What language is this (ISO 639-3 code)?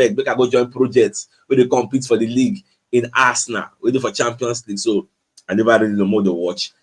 pcm